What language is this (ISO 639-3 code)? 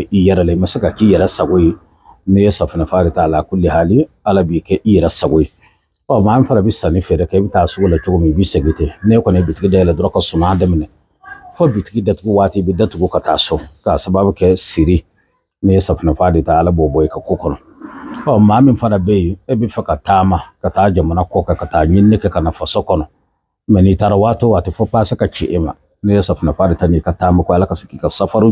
bam